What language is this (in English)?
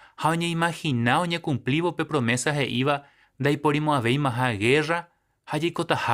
Guarani